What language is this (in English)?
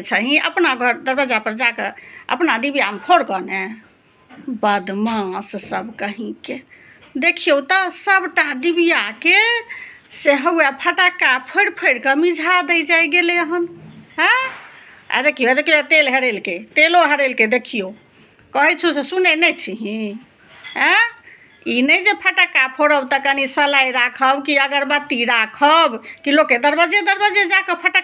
Maithili